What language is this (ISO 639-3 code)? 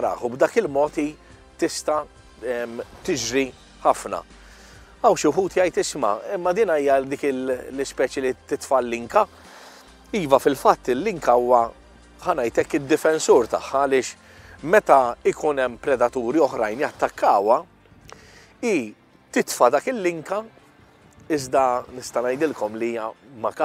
mlt